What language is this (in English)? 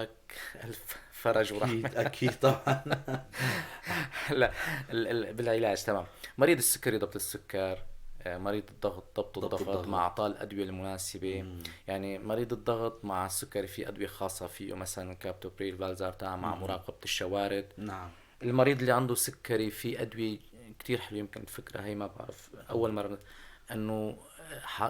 North Levantine Arabic